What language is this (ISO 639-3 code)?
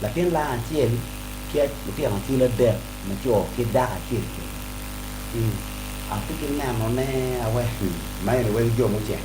ach